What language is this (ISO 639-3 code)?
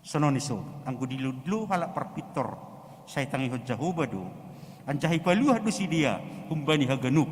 bts